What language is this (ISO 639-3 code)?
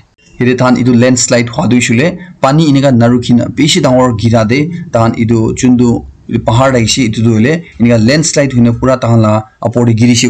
nag